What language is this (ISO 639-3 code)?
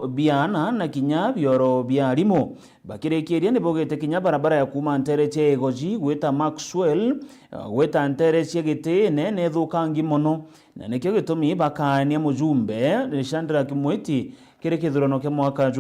mer